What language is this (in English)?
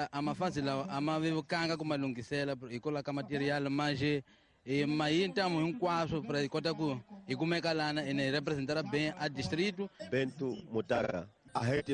Tsonga